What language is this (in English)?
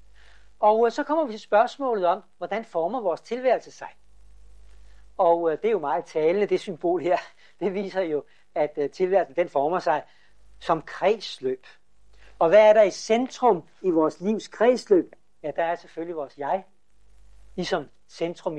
Danish